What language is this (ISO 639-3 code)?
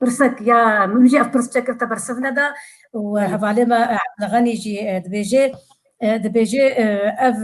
kur